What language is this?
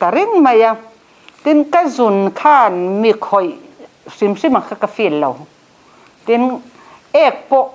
Mizo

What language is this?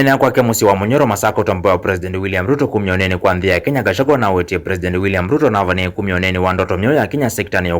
Kamba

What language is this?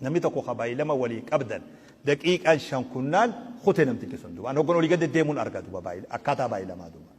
Oromo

